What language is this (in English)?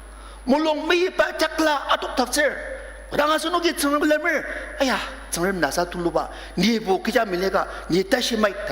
Ao Naga